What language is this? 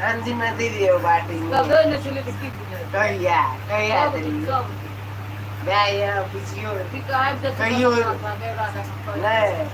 Maithili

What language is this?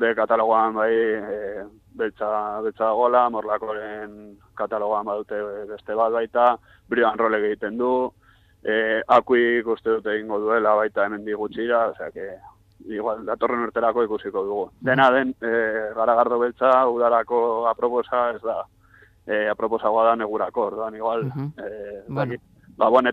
Basque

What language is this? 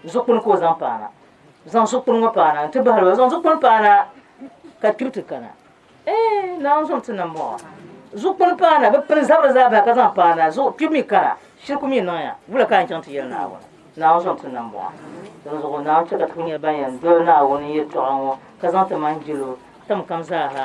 Dagbani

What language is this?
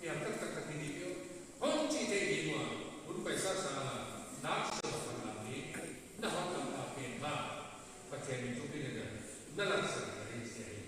Paite Chin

